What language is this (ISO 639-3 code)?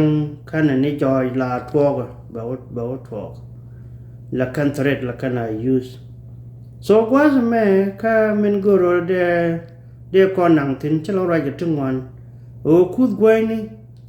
nus